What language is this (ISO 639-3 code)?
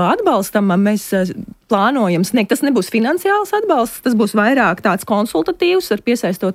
lav